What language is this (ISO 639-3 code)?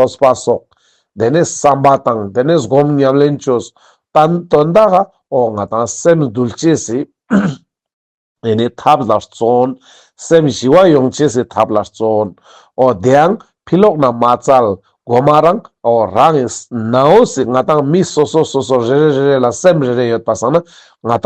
lbj